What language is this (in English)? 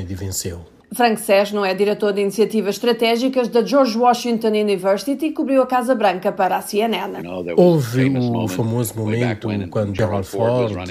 Portuguese